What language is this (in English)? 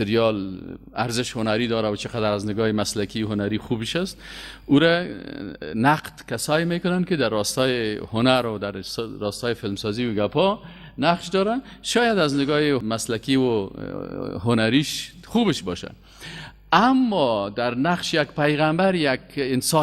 Persian